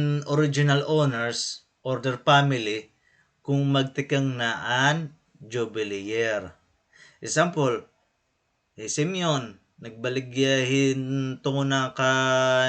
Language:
Waray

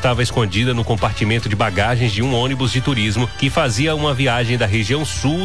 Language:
Portuguese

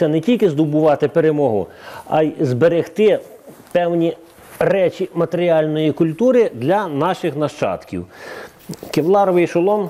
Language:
Ukrainian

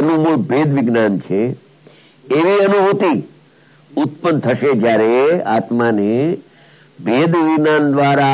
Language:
Gujarati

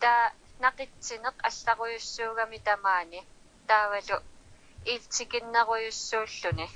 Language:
Kalaallisut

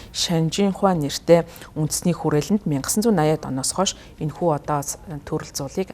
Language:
Mongolian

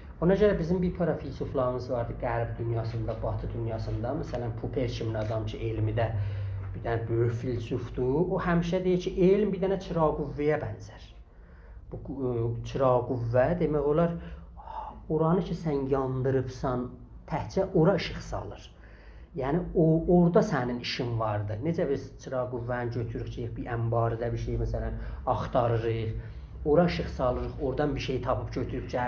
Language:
South Azerbaijani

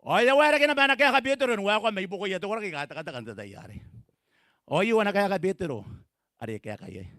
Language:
Gilbertese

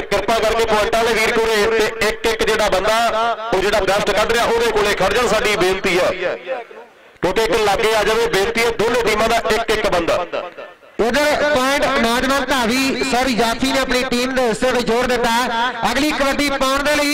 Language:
Punjabi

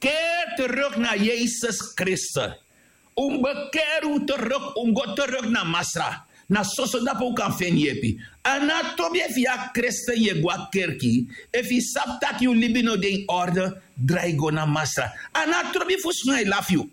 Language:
Sranan Tongo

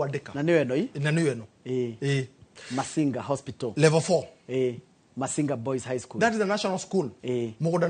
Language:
Kikuyu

